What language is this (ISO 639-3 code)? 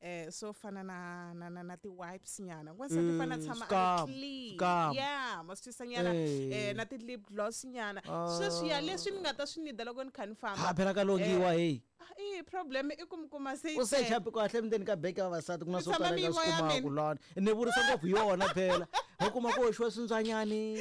tso